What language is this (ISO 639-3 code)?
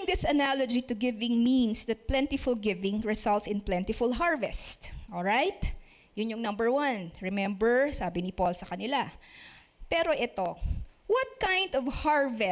fil